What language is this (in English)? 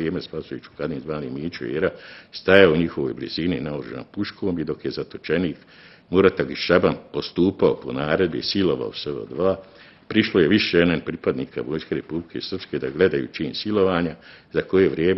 Bosnian